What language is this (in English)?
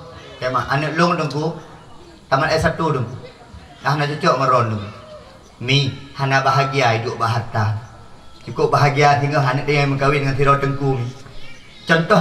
Achinese